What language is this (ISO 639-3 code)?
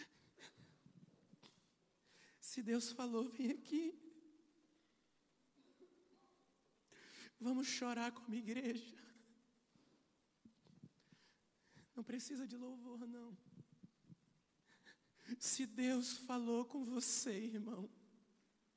por